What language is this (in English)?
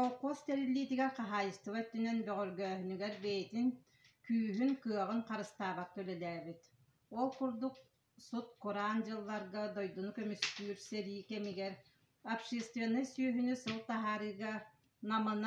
Yakut